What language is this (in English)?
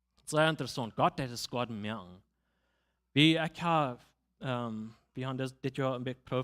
Plautdietsch